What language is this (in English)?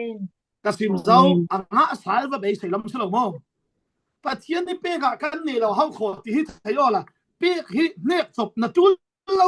Falam Chin